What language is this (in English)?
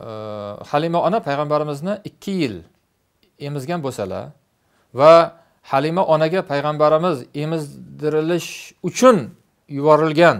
Uzbek